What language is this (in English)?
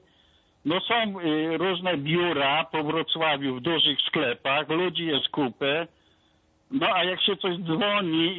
Polish